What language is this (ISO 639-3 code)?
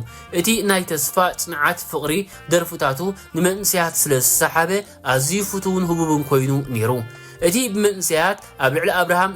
tir